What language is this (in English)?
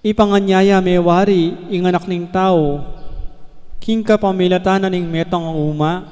Pampanga